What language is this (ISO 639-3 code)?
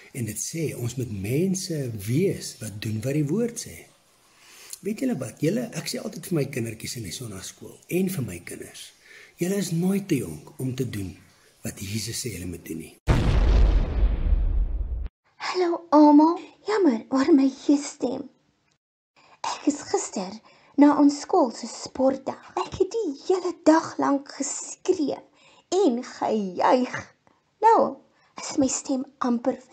afr